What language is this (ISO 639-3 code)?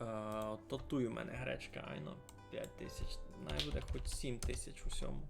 rue